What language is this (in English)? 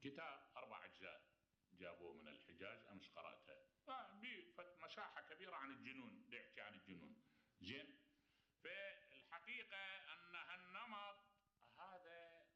Mesopotamian Arabic